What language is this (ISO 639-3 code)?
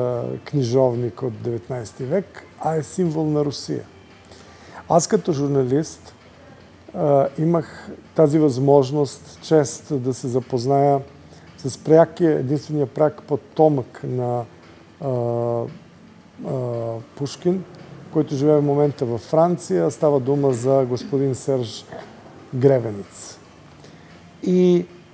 bul